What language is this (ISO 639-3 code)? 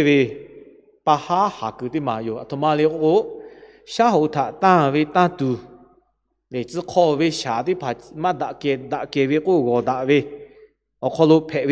lhu